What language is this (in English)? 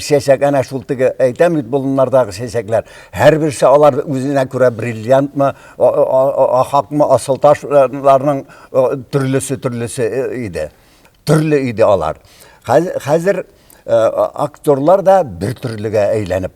Tatar